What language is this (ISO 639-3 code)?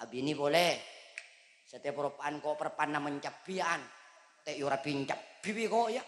mad